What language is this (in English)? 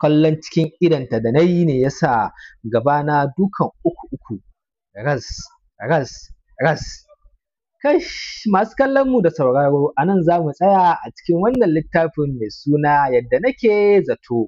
Hausa